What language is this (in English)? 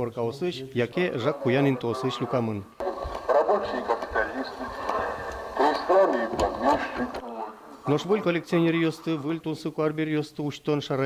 Udmurt